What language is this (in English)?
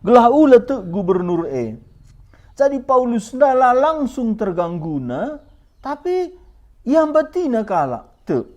Batak Karo